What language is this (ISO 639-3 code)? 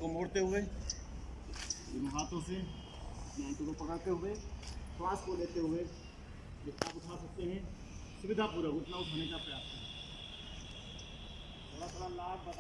hin